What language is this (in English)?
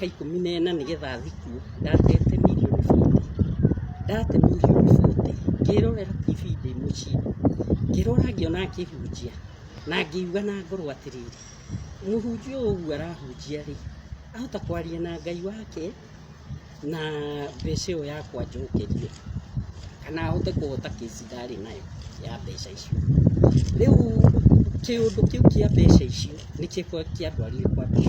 Kikuyu